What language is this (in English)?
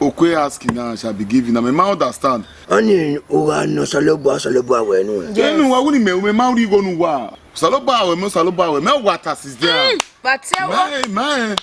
Bini